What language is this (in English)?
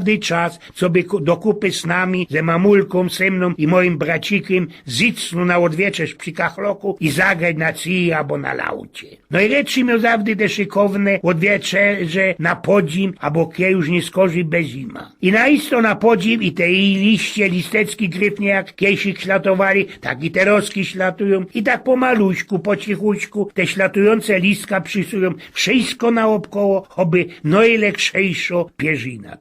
Silesian